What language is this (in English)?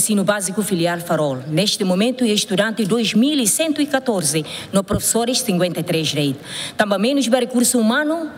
Tetum